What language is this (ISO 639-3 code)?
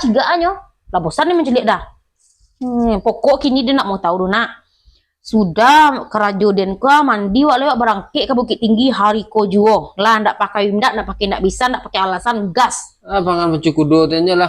min